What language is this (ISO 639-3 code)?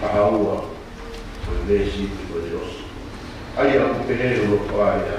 ton